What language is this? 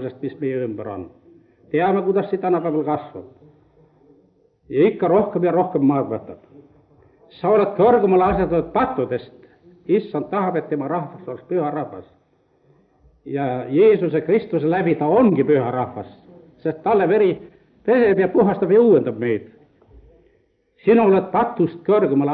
Estonian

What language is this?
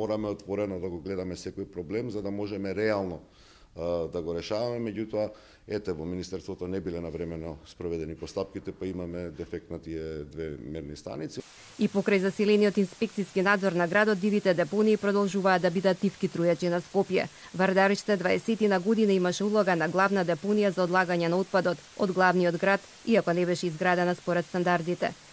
Macedonian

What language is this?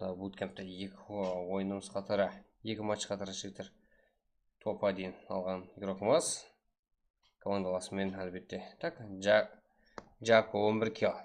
Kara-Kalpak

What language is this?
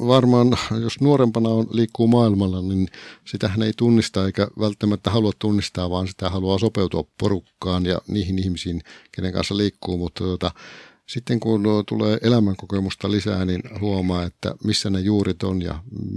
Finnish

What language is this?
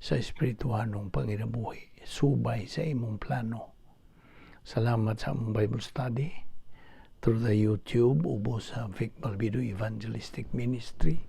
Cebuano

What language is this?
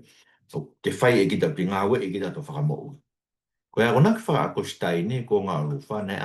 Tongan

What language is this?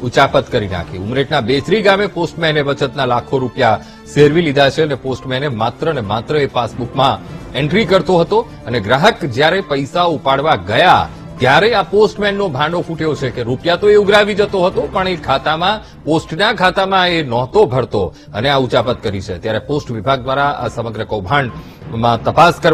Gujarati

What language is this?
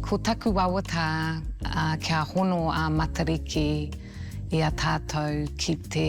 Māori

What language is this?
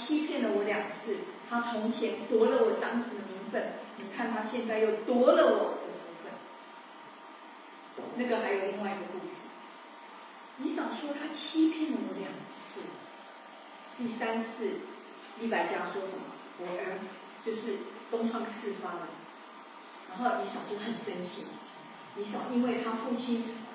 Chinese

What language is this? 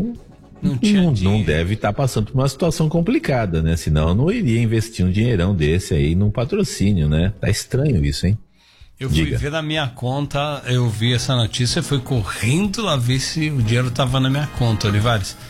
Portuguese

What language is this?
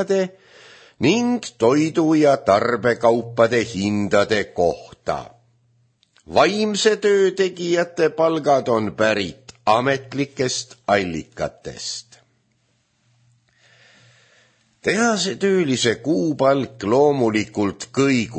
Estonian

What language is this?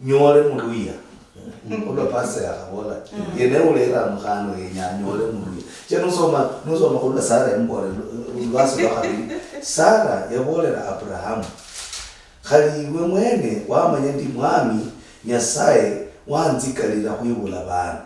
Luyia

